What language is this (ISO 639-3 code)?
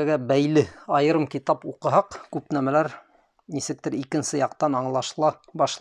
bak